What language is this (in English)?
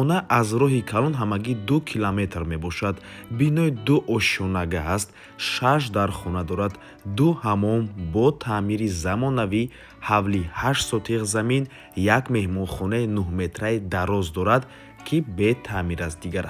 Tajik